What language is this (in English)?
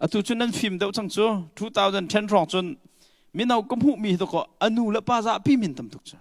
Hakha Chin